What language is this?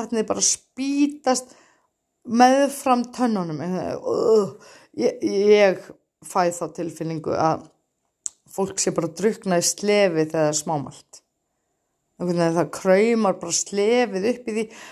Icelandic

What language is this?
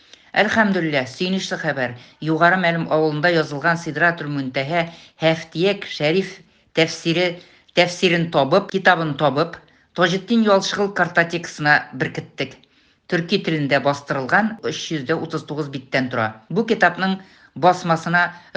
Tatar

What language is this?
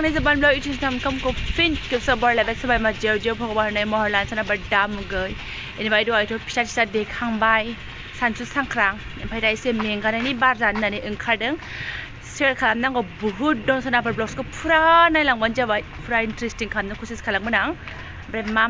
Bodo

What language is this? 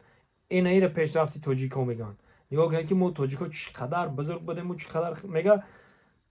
Tajik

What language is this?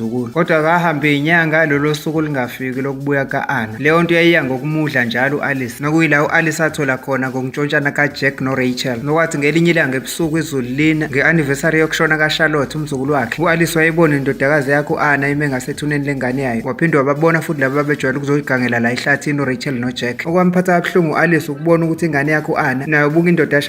Zulu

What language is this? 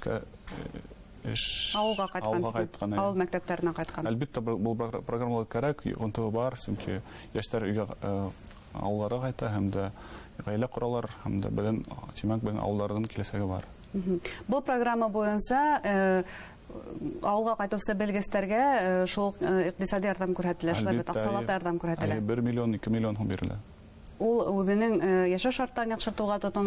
Bashkir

